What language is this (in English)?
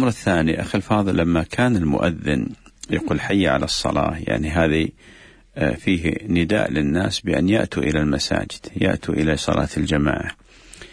Arabic